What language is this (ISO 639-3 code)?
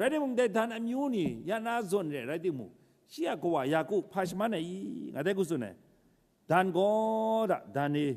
kac